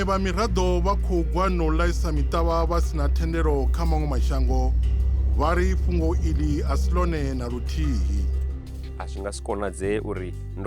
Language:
Venda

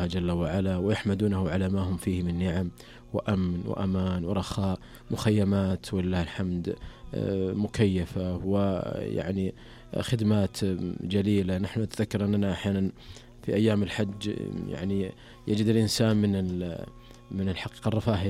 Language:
Najdi Arabic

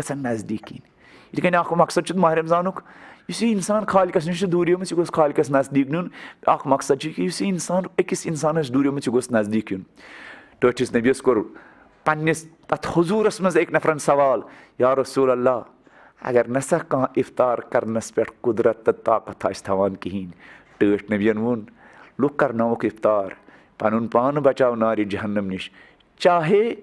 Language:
Kashmiri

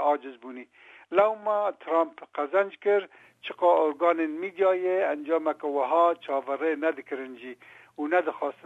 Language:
Kurdish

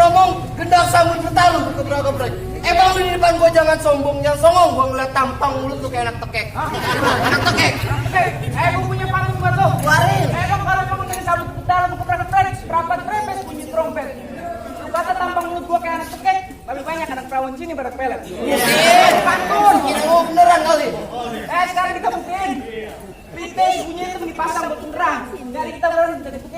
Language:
Betawi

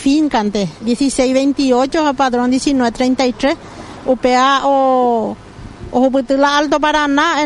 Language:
Guarani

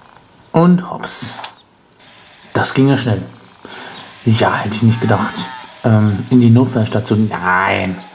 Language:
German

